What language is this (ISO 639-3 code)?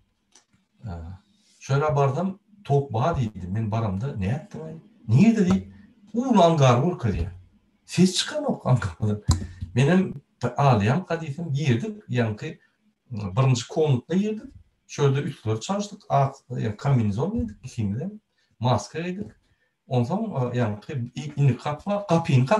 tuk